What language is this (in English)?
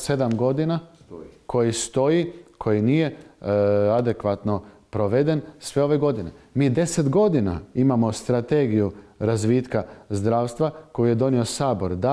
Croatian